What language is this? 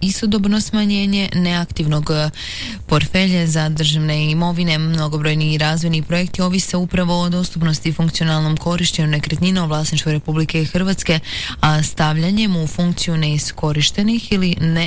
Croatian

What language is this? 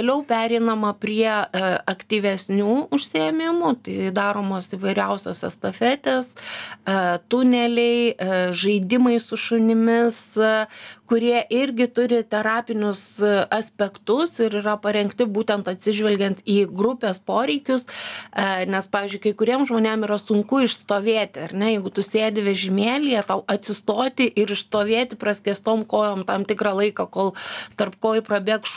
Lithuanian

